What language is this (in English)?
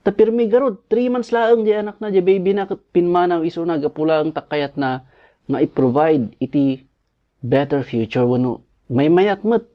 Iloko